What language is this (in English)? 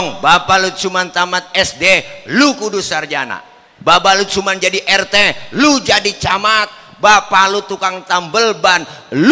Betawi